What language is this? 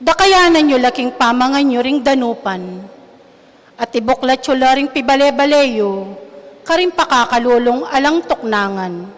Pampanga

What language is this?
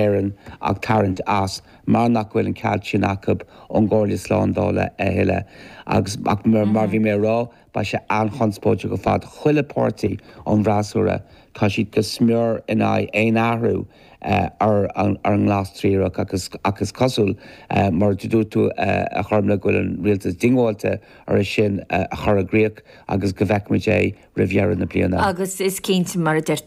Irish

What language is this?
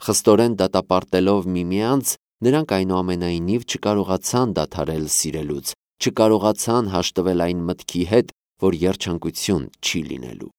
Armenian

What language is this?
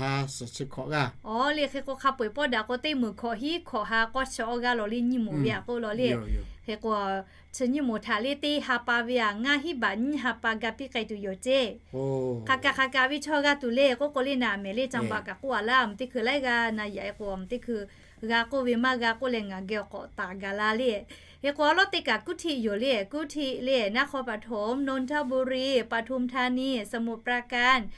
Lahu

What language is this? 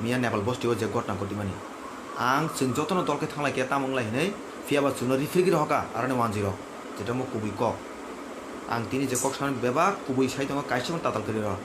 Kok Borok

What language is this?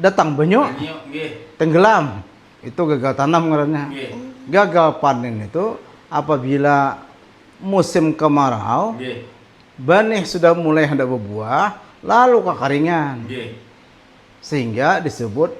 Banjar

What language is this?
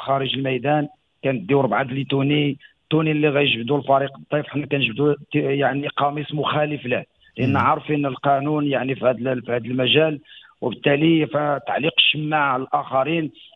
Moroccan Arabic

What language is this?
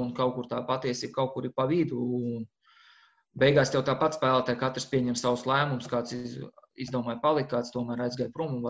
Latvian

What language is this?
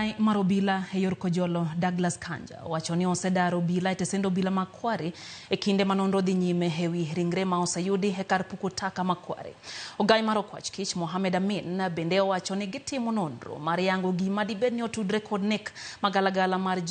Luo (Kenya and Tanzania)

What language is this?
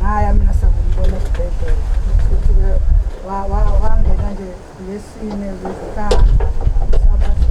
Zulu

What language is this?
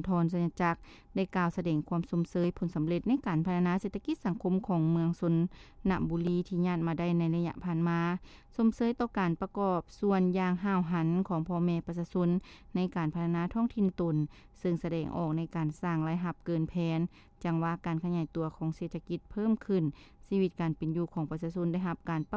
Lao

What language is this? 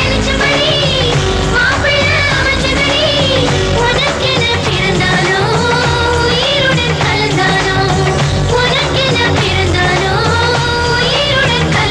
Tamil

